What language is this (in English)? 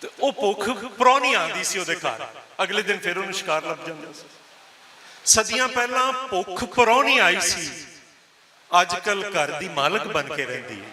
Western Panjabi